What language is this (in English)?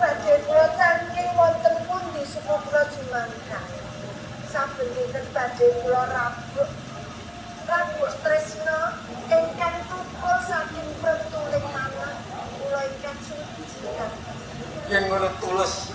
Javanese